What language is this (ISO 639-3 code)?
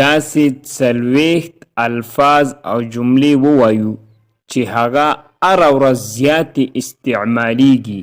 pus